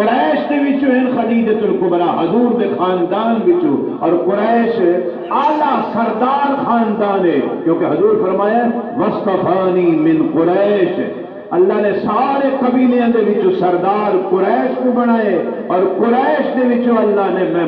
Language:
Saraiki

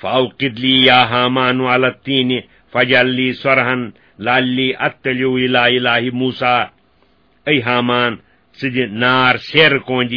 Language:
Kashmiri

